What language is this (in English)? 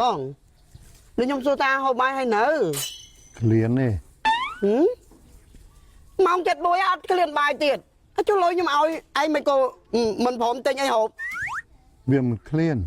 Khmer